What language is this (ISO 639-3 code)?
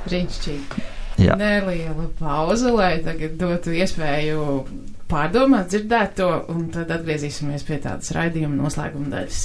lav